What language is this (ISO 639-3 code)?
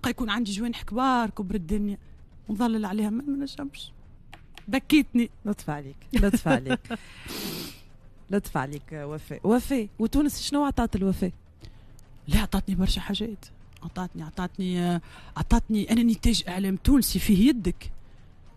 aeb